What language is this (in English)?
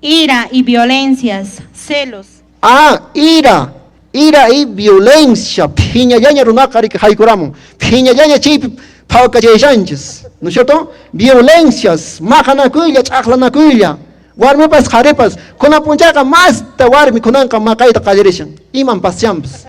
Quechua